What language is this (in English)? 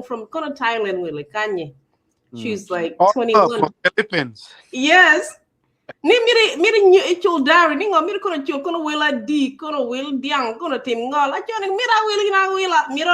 Acoli